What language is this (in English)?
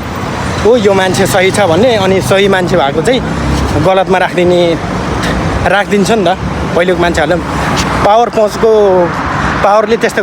Nepali